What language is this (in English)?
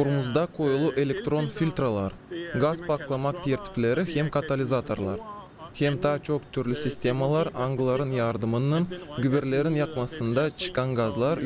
Gagauz